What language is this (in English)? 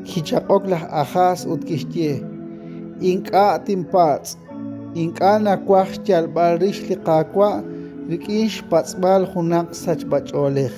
Kekchí